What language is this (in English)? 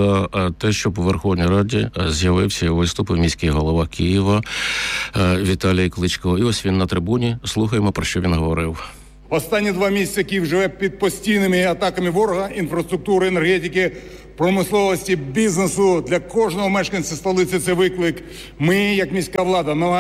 Ukrainian